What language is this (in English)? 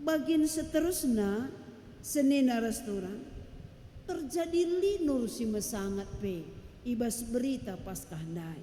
Batak Karo